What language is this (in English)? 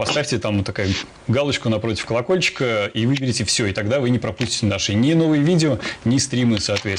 Russian